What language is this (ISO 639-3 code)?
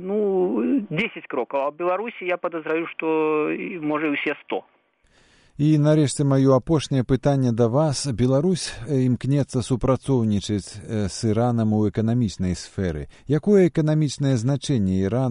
bel